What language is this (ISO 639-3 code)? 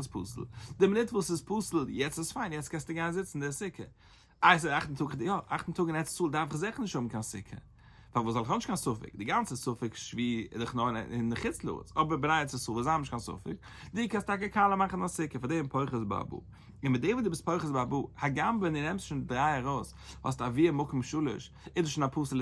yid